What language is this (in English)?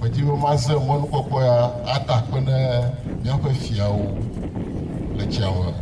Ewe